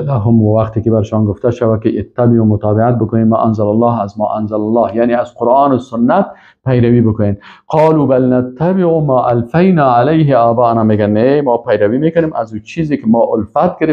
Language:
Persian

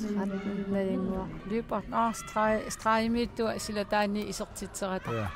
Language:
Kalaallisut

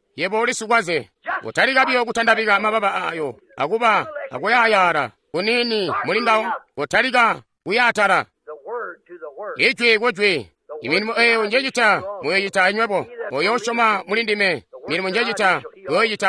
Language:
Tonga (Zambia)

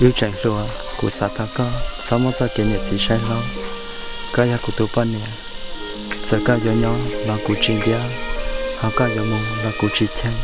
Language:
Hmong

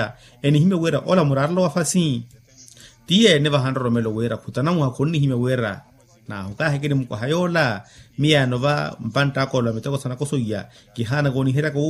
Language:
Makhuwa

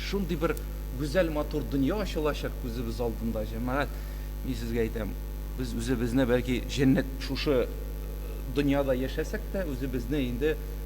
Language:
Tatar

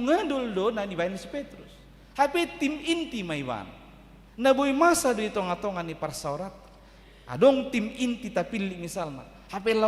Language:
Batak Toba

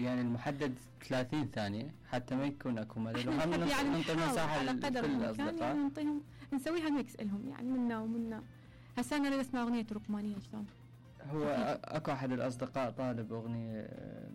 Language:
Mesopotamian Arabic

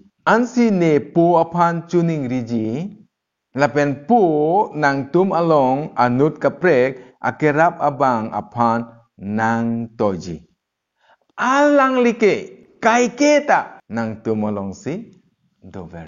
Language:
Karbi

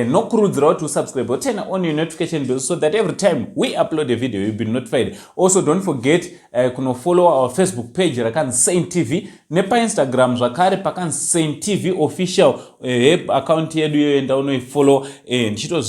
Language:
Shona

